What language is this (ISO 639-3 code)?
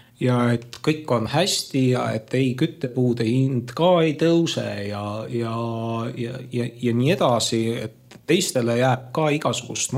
est